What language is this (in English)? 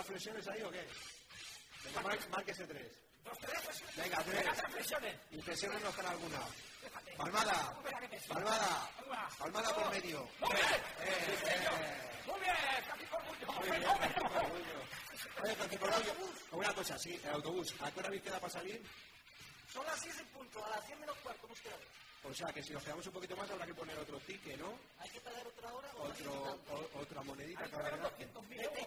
Spanish